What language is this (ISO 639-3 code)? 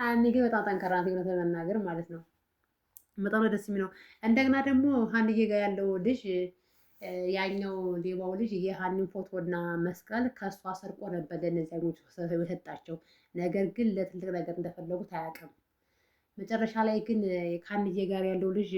amh